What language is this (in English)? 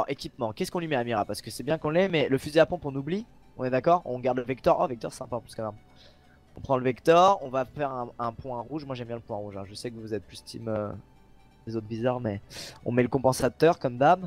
French